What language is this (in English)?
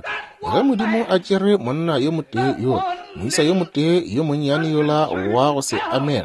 Northern Sotho